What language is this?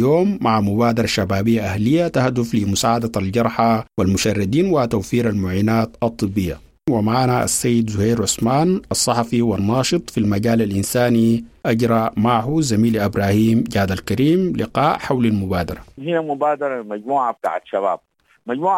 Sudanese Arabic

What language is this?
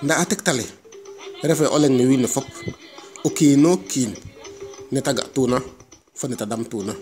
Serer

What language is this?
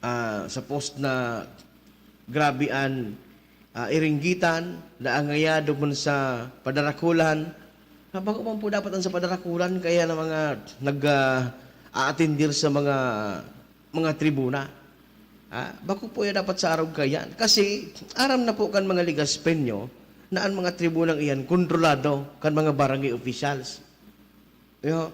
Bikol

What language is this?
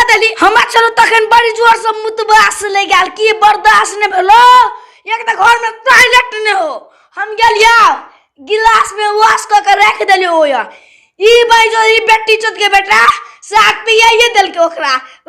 Maithili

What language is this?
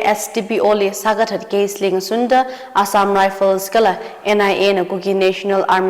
Tangkhul Naga (India)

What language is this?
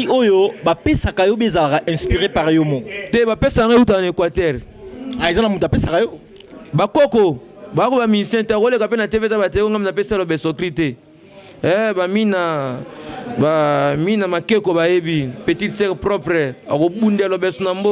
Lingala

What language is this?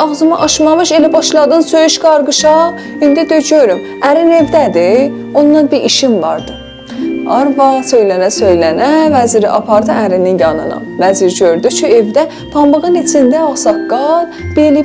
South Azerbaijani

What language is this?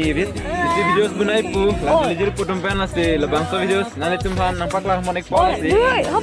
Karbi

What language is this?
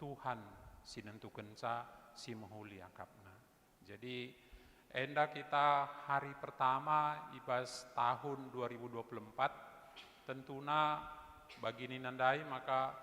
Batak Karo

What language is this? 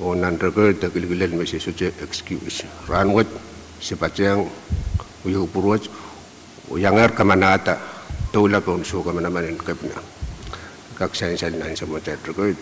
Pohnpeian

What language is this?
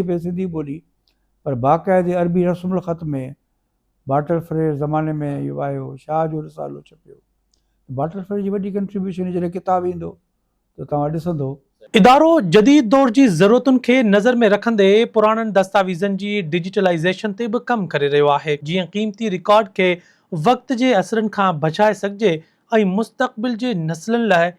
Sindhi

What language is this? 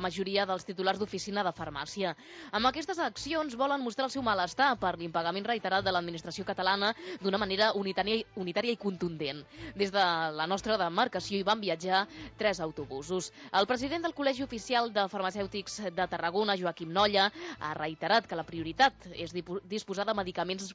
Catalan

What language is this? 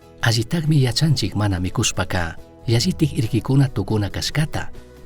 Chimborazo Highland Quichua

